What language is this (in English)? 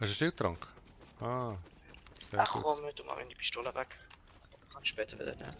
Swiss German